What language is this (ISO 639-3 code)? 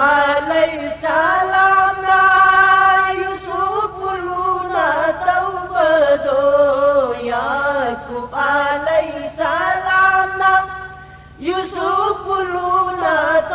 mni